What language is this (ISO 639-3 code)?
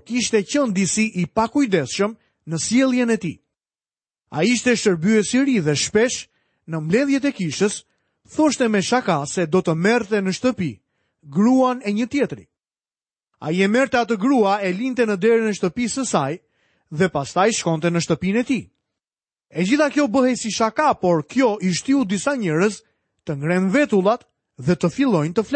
sqi